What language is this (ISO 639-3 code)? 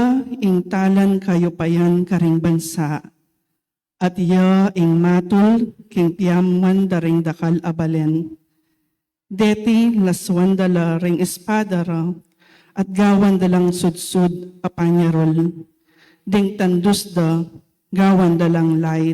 pam